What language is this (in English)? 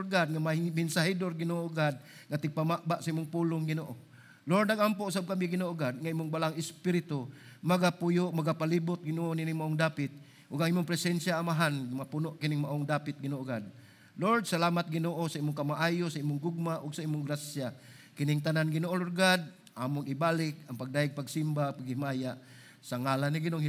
Cebuano